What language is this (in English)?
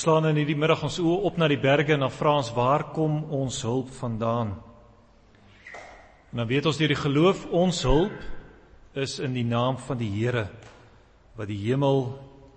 Afrikaans